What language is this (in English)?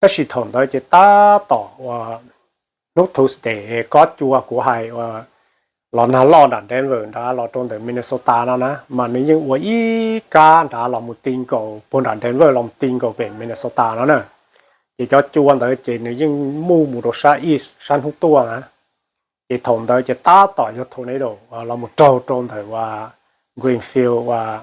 Hmong